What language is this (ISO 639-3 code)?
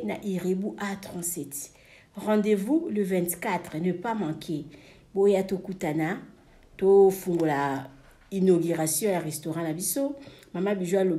lin